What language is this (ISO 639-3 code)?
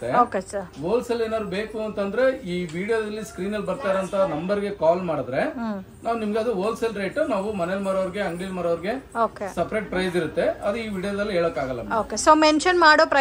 kan